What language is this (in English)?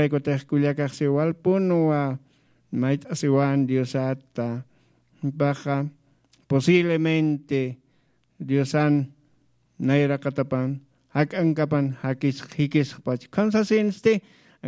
Aymara